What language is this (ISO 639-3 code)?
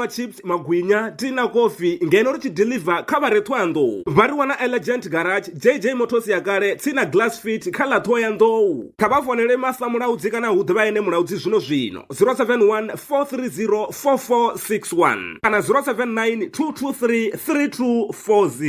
ven